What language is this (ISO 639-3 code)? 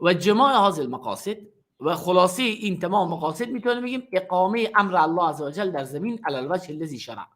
fas